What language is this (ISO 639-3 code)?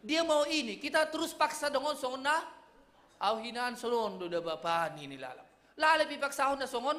bts